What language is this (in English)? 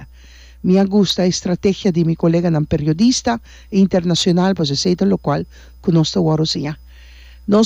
Papiamento